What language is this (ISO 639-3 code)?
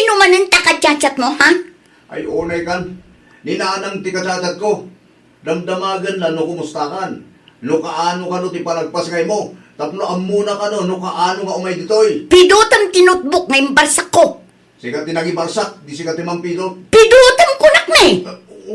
ilo